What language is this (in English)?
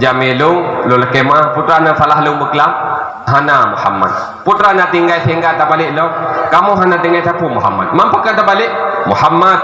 Achinese